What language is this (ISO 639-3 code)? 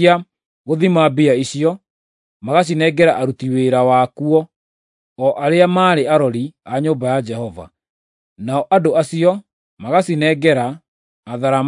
kik